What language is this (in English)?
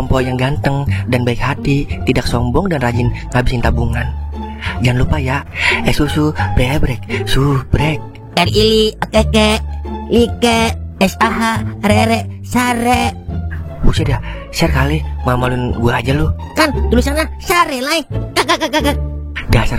Betawi